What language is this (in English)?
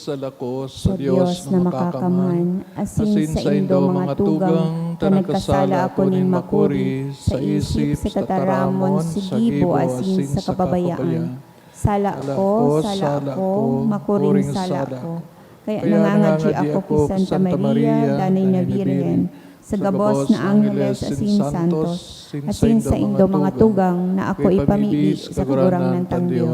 Bikol